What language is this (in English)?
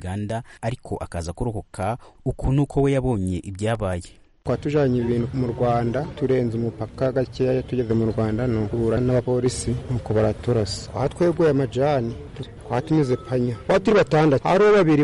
Kinyarwanda